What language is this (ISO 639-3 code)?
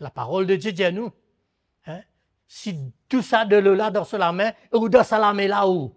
mfe